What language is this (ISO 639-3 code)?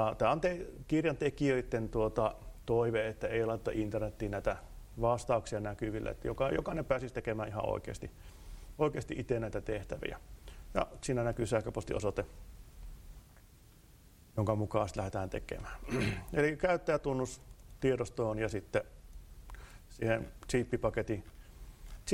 fin